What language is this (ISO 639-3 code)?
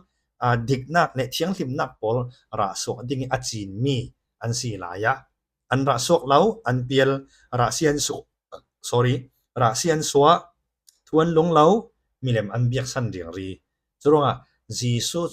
cfm